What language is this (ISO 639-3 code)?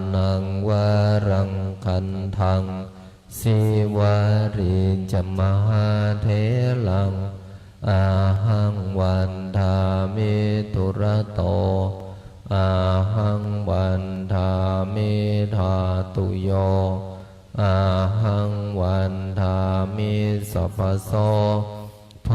pli